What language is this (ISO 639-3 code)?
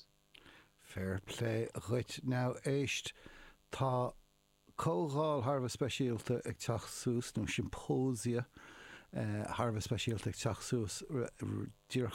gle